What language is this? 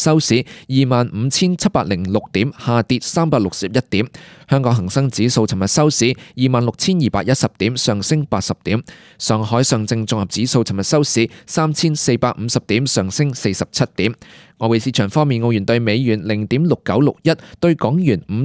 Cantonese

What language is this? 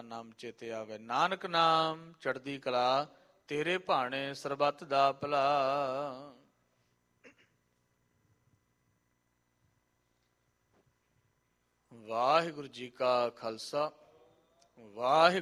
Punjabi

